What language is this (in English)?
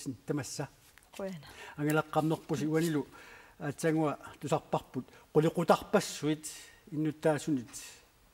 Kalaallisut